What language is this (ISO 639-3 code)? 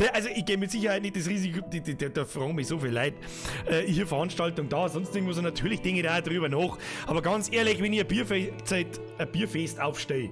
bar